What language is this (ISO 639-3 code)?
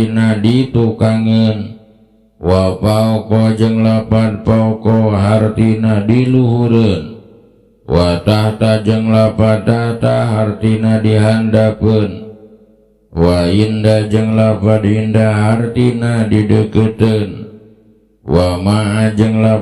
sun